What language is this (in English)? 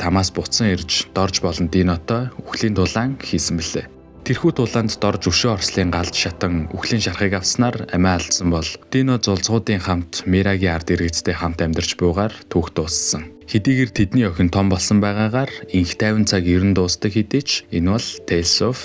Mongolian